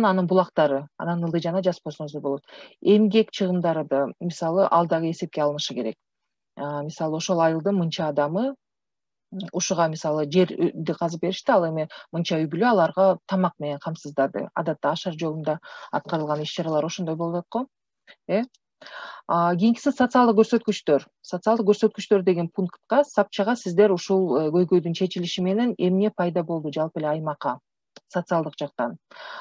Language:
Kyrgyz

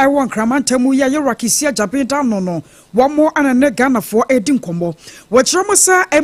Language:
Akan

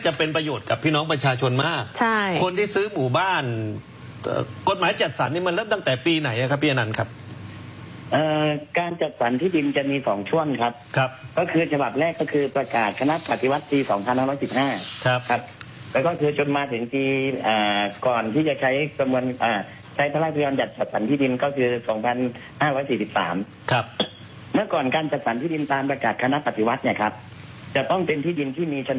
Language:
Thai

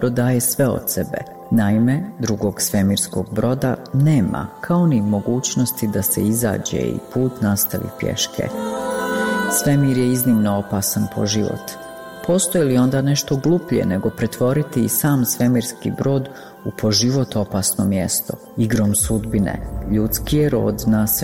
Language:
Croatian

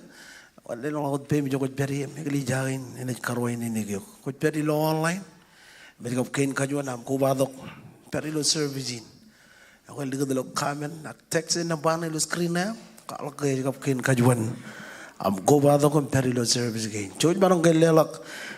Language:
Marshallese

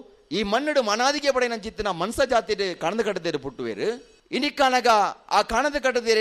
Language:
Tulu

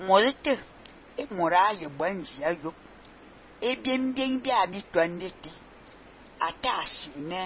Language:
Fang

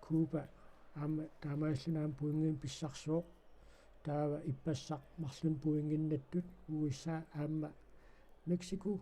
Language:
Kalaallisut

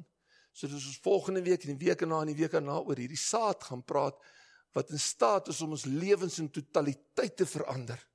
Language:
Afrikaans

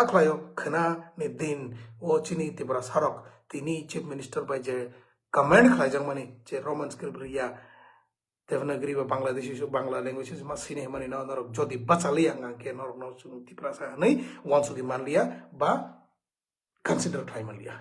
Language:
Kok Borok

